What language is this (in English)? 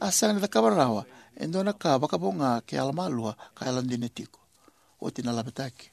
Fijian